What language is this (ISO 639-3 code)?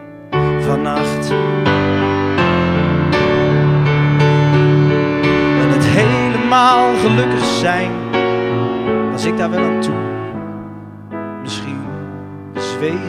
nld